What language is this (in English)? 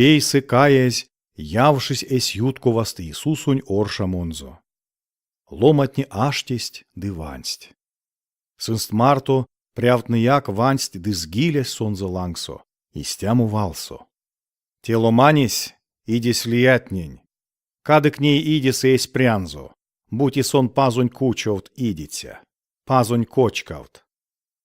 Erzya